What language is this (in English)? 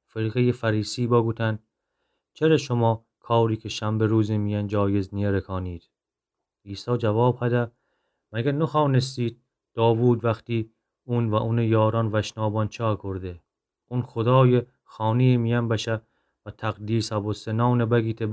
Gilaki